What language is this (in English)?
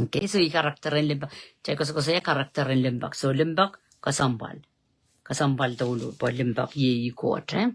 Pohnpeian